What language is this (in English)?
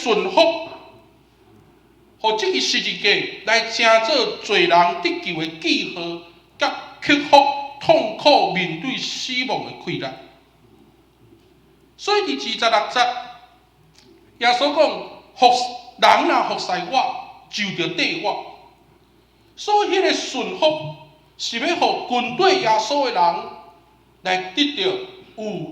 Min Nan Chinese